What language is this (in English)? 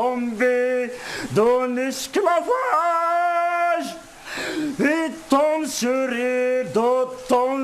Kabyle